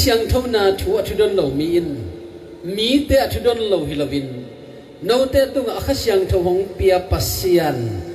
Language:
Tedim Chin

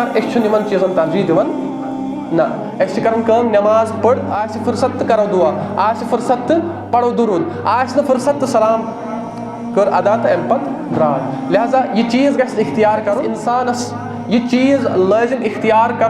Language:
Kashmiri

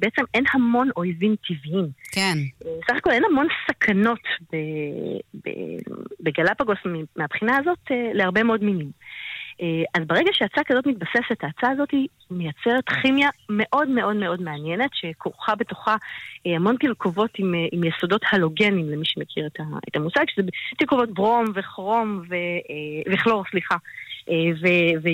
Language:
Hebrew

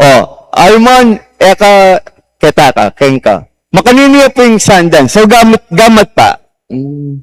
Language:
Pampanga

